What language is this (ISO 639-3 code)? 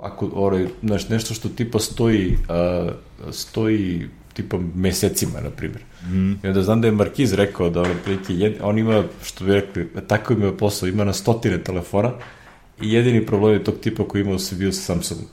srp